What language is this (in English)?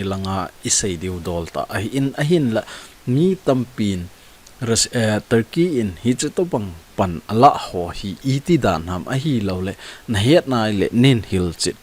Thado Chin